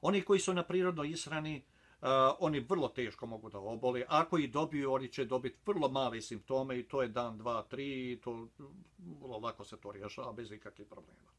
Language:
Bosnian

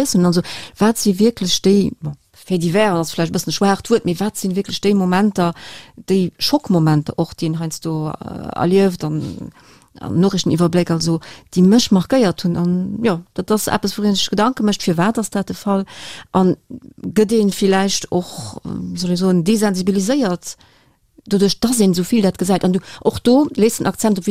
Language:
Luxembourgish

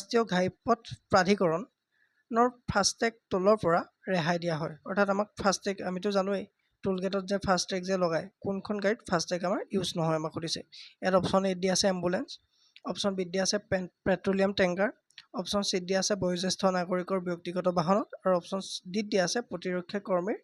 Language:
Assamese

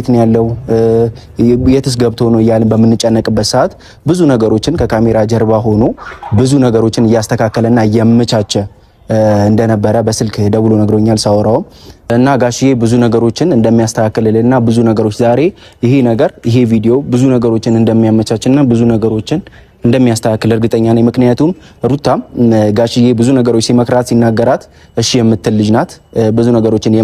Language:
Amharic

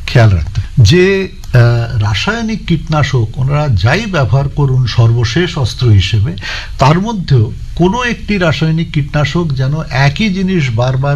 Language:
Bangla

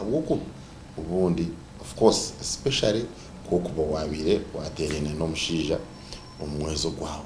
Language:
Nyankole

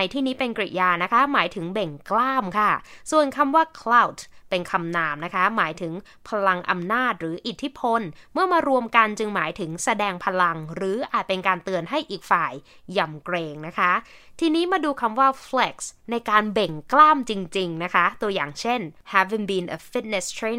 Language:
Thai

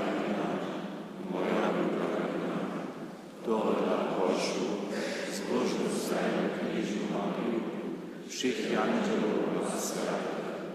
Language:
Upper Sorbian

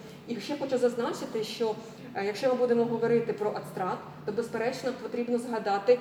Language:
Ukrainian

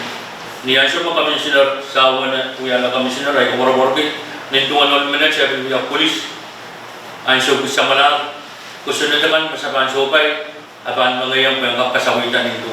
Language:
Pohnpeian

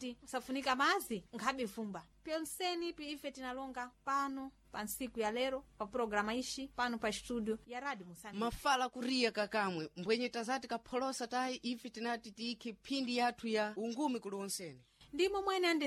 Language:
Sena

